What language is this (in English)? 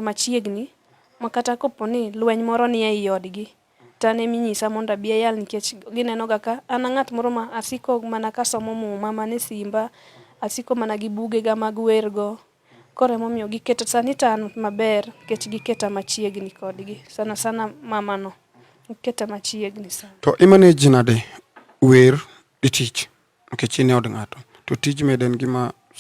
Luo (Kenya and Tanzania)